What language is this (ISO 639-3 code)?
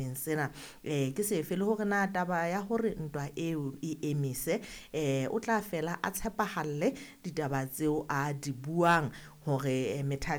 sot